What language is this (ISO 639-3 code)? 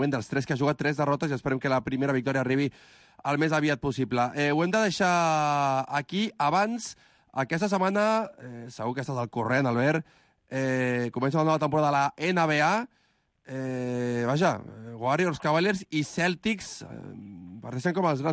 cat